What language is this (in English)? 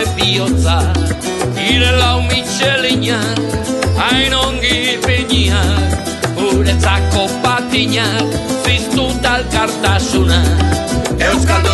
Basque